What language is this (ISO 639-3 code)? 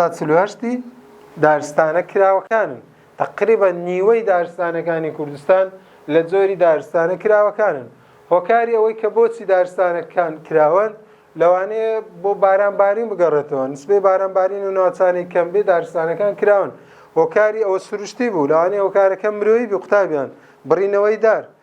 ckb